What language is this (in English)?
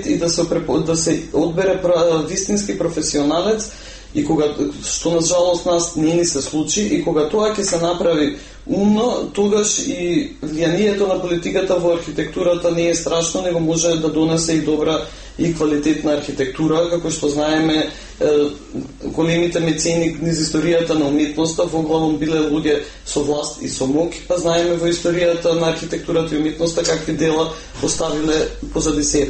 Macedonian